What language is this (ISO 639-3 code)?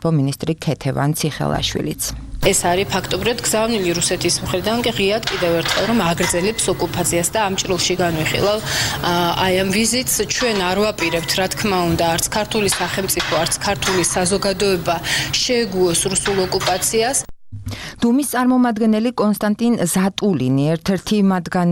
kat